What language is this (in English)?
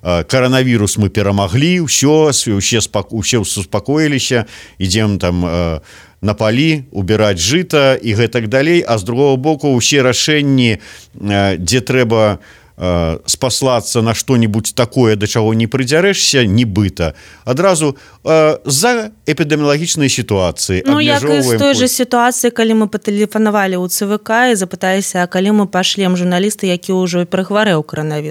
Belarusian